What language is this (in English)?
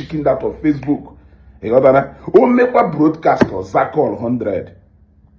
Igbo